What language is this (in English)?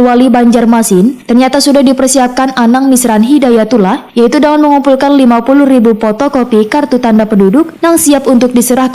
Banjar